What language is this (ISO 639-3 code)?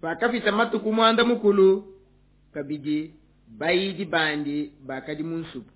lua